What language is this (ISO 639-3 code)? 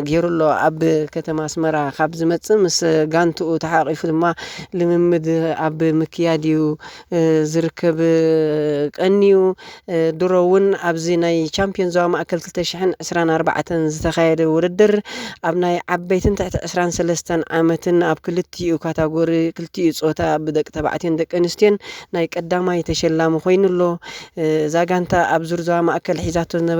tir